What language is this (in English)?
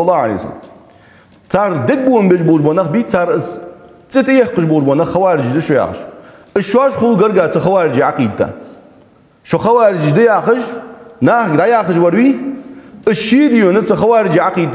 Ingush